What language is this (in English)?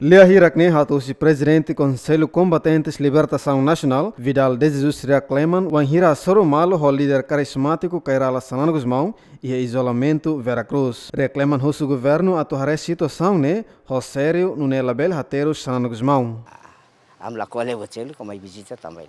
Tetum